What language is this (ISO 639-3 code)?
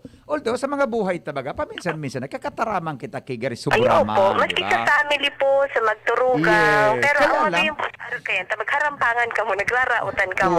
bik